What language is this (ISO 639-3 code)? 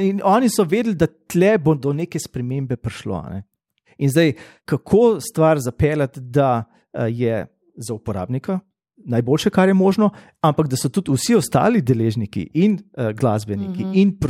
slv